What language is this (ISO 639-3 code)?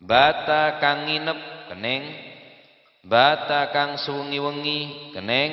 mad